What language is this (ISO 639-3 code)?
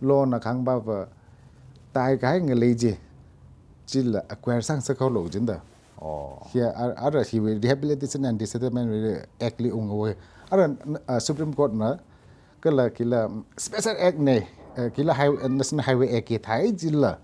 nmf